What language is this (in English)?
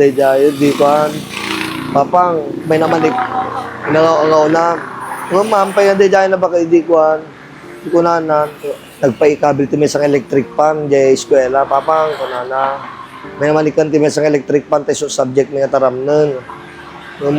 Iloko